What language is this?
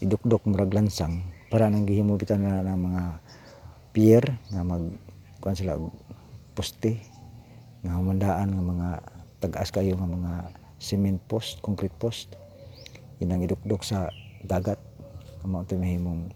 Cebuano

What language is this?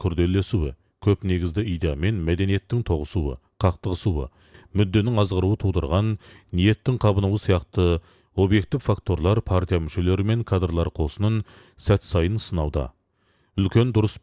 Kazakh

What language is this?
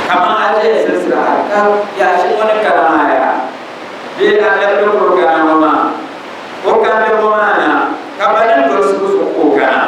Dagbani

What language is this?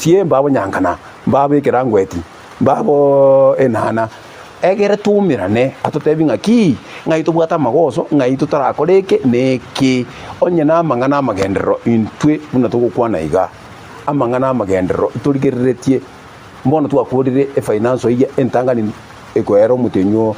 Gusii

